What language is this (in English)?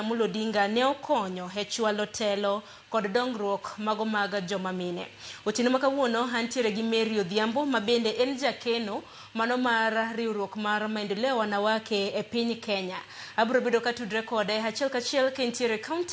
Luo (Kenya and Tanzania)